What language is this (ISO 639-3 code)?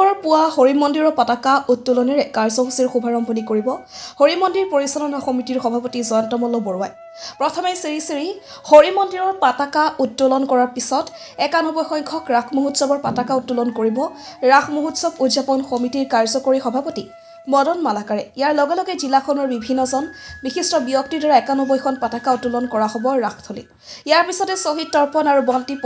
asm